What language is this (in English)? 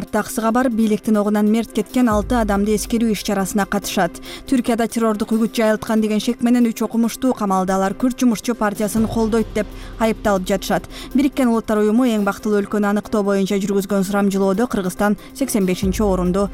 Kyrgyz